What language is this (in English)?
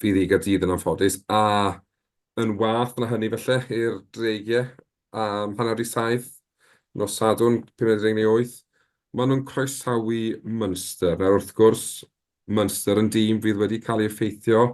Welsh